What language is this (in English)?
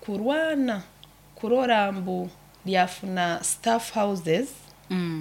Nyoro